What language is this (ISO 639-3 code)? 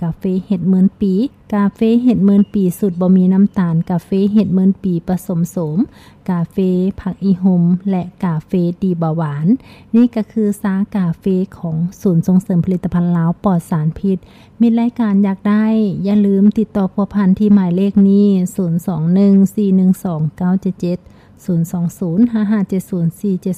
lao